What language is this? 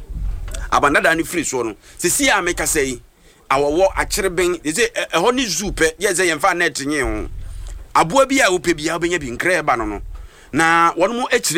Akan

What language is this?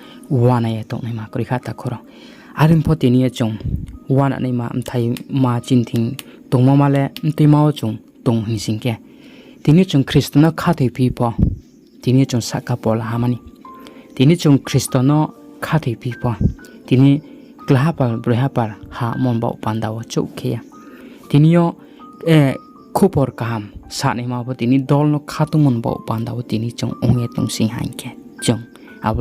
Riang (India)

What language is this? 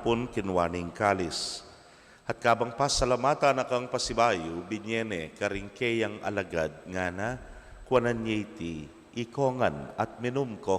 Pampanga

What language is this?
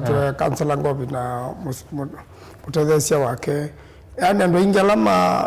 Kamba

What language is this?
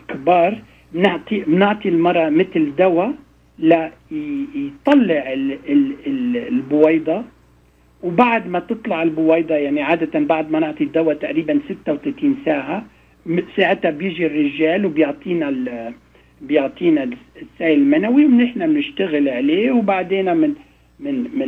North Levantine Arabic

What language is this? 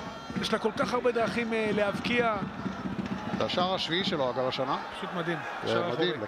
Hebrew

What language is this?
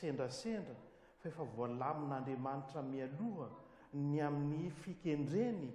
Malagasy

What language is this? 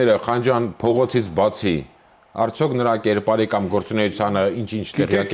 Armenian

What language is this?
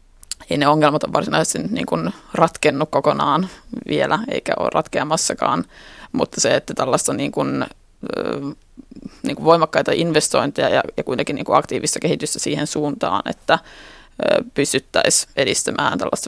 Finnish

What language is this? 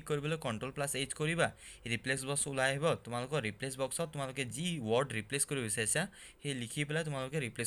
Assamese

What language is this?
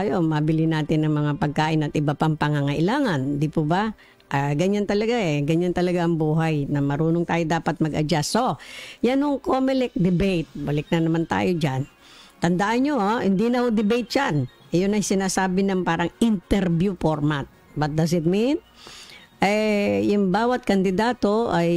Filipino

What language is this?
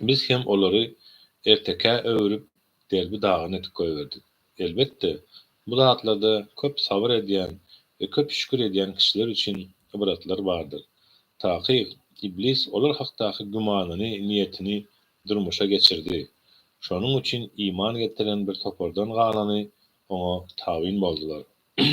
Turkmen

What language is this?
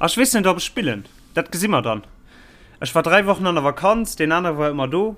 Luxembourgish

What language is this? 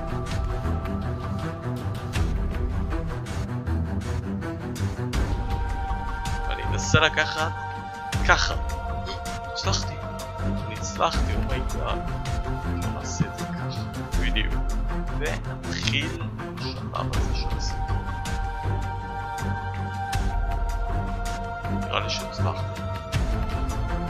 Hebrew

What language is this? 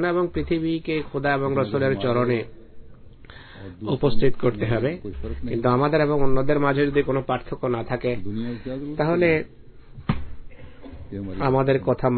Bangla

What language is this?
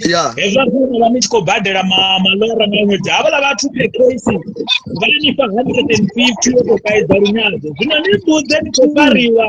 Venda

